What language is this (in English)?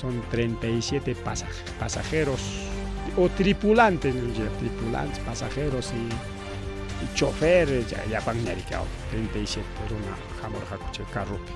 Ayacucho Quechua